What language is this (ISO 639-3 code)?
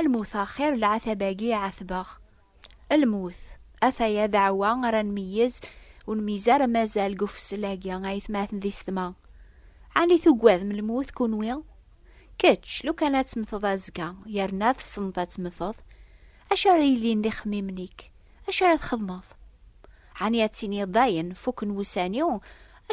kab